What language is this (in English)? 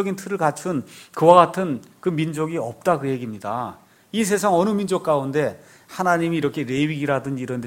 Korean